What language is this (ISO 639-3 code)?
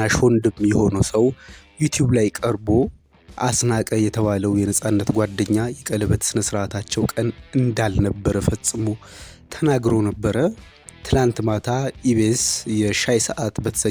amh